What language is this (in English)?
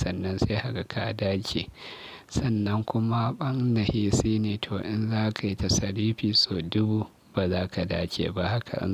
Hausa